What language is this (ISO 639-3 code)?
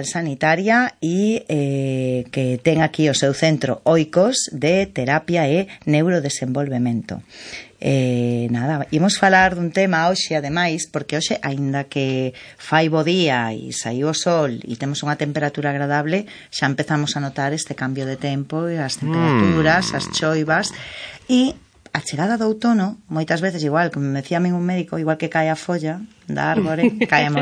glg